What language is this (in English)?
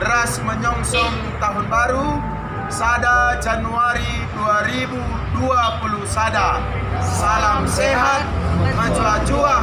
Batak Karo